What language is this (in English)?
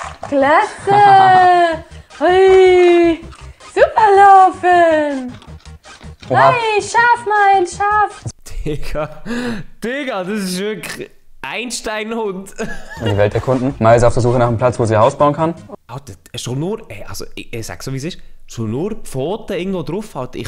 Swiss German